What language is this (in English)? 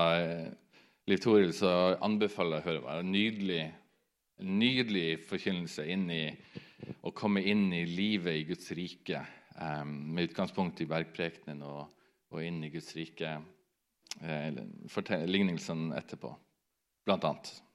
Norwegian